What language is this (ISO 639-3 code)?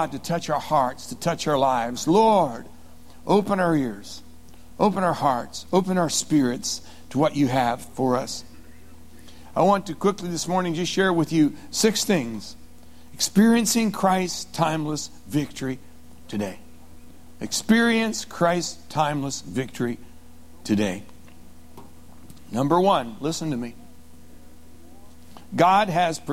eng